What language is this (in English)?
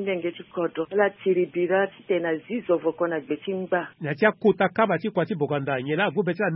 Sango